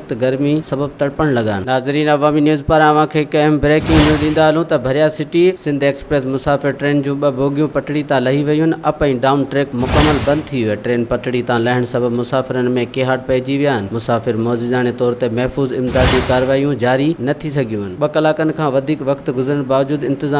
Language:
Sindhi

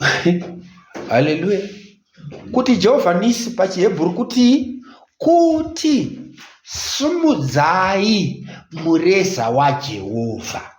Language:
Shona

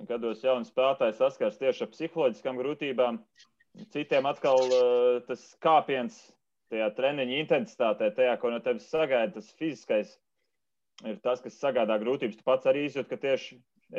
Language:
Latvian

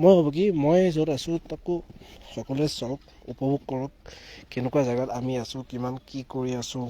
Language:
Assamese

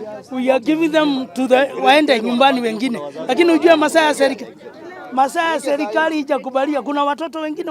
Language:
Kikuyu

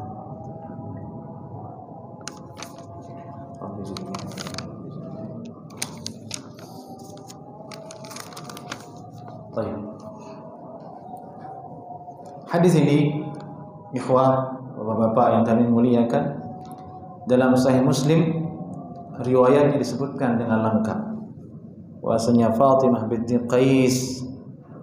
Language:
Indonesian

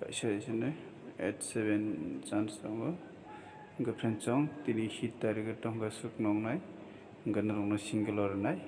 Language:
Kok Borok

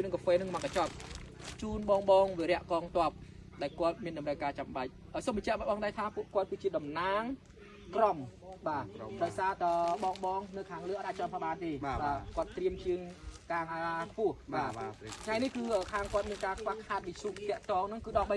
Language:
Khmer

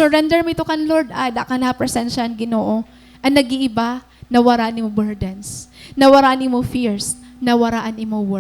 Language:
Waray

